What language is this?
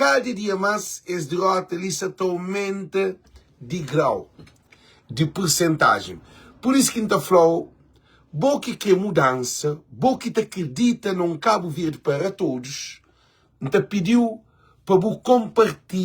Kabuverdianu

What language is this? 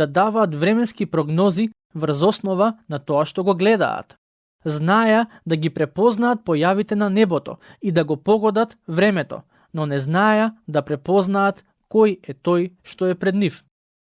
Macedonian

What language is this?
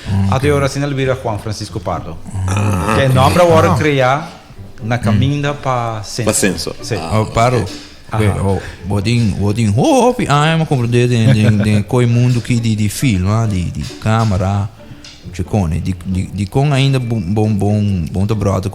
Papiamento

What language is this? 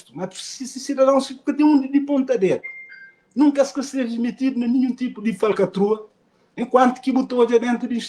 Kabuverdianu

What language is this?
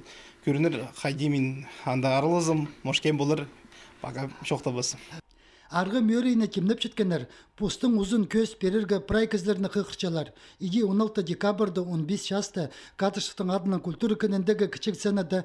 Khakas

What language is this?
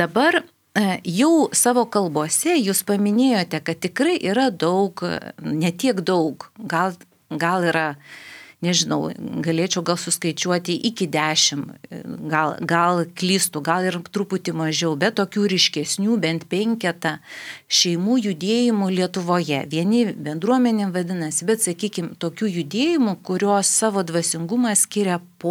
Lithuanian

